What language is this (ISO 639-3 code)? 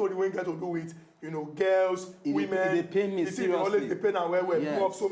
pcm